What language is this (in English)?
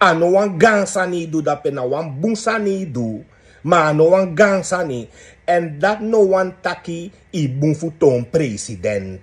Sranan Tongo